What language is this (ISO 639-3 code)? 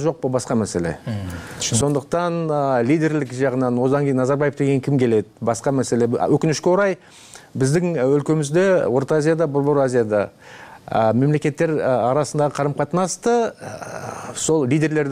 kir